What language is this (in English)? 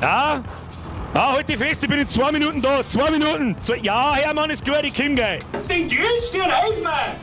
Bavarian